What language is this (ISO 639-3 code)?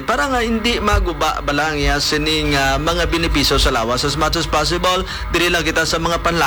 hil